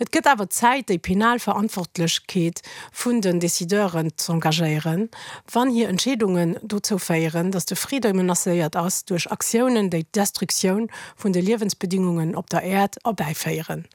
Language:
Luxembourgish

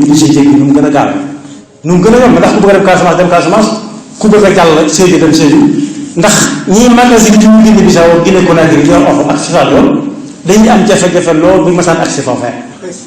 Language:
Wolof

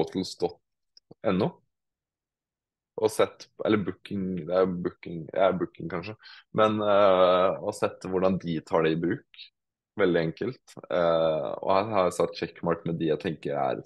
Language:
Norwegian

